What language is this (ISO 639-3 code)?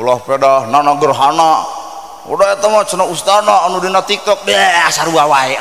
sun